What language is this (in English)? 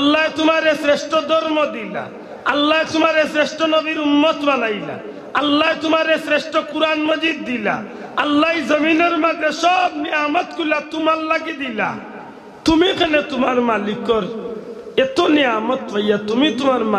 Sylheti